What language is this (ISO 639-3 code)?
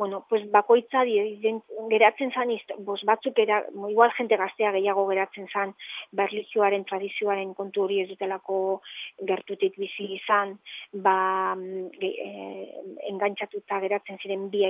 eus